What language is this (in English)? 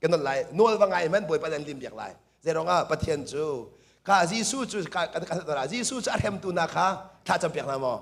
Hakha Chin